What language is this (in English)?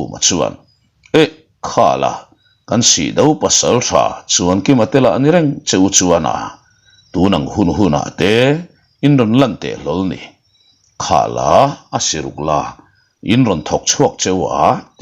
Mizo